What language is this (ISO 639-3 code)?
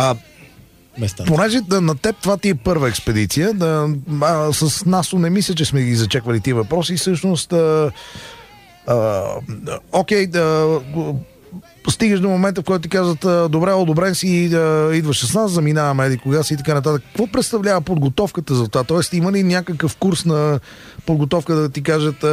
bul